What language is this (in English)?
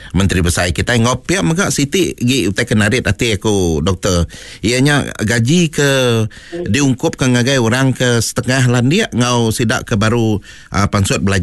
Iban